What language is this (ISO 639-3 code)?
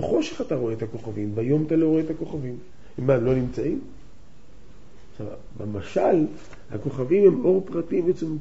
heb